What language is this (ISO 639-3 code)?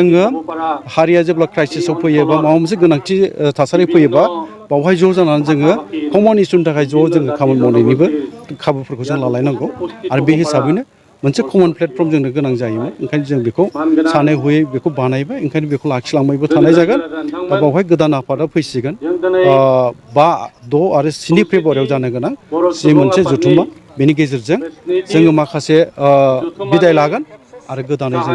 brx